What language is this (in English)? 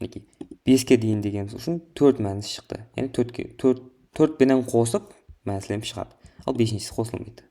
Kara-Kalpak